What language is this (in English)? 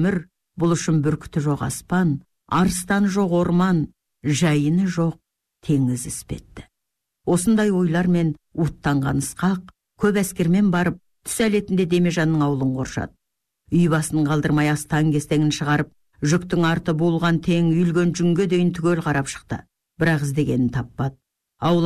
Kazakh